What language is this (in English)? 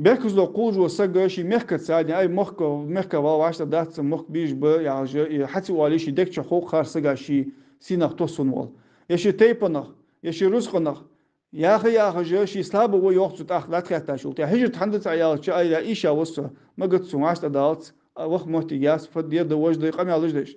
Ingush